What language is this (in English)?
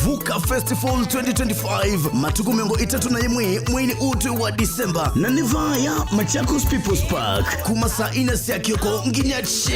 Kamba